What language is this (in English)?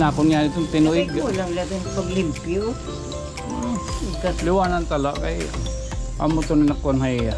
Waray